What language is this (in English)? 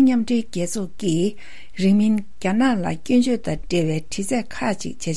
Tibetan